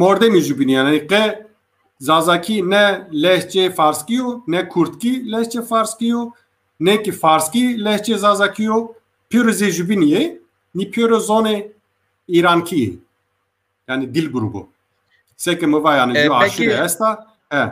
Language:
Zaza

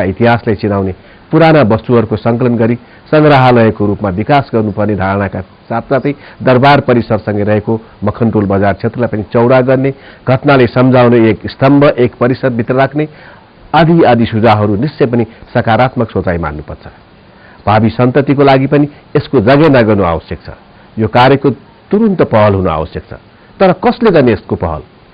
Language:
Nepali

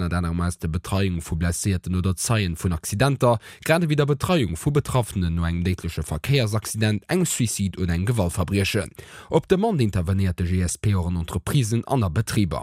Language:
Luxembourgish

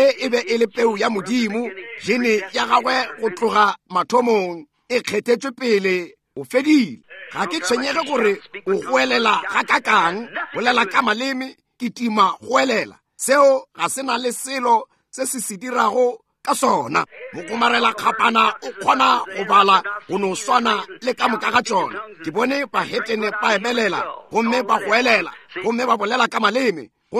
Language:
Northern Sotho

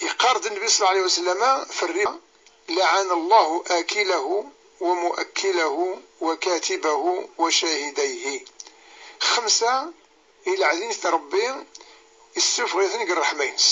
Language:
Kabyle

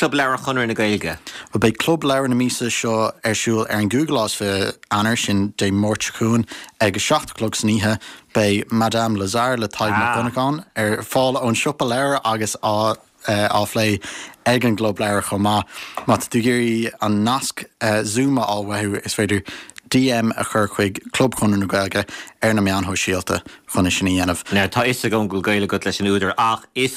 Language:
Irish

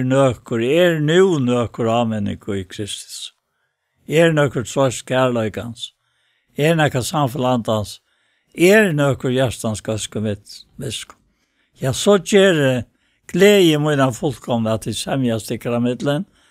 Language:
Faroese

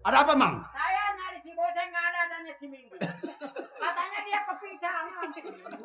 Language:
Betawi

